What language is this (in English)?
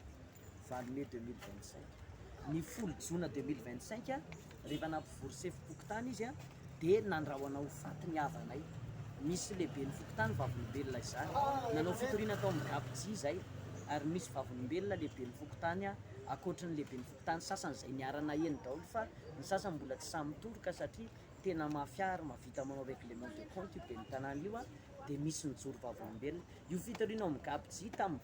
Malagasy